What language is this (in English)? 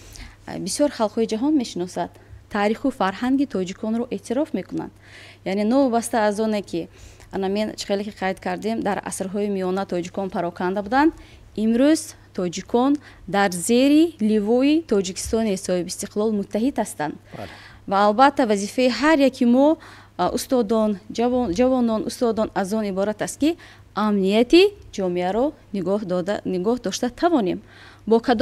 Tajik